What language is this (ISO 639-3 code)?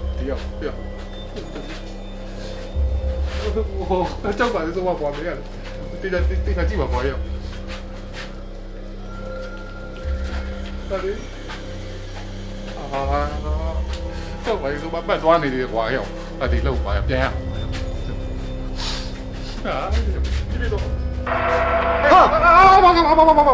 mya